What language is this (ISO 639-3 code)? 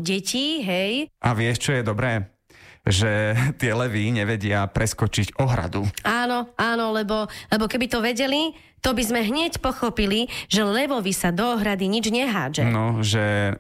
slk